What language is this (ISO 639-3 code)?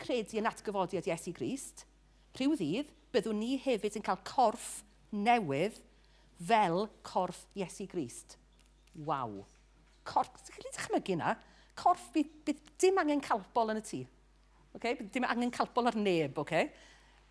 cym